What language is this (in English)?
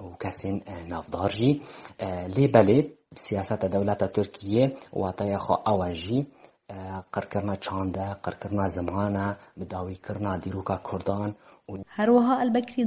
Kurdish